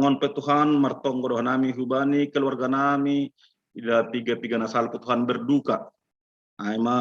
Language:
Batak Simalungun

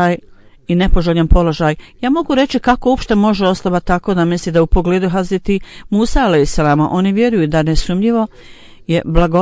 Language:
Bosnian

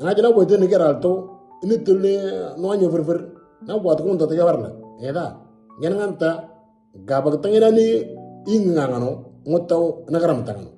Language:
Moro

